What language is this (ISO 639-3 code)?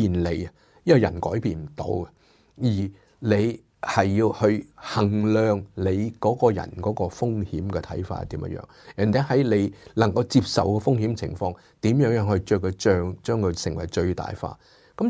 yue